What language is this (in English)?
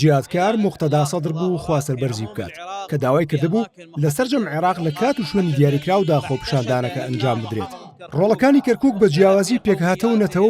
Central Kurdish